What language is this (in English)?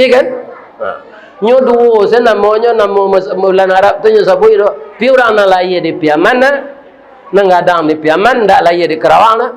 Minangkabau